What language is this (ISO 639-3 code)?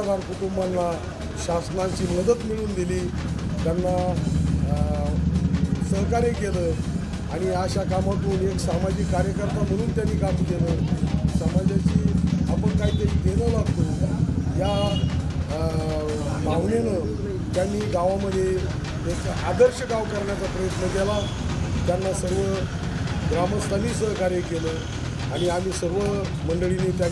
mar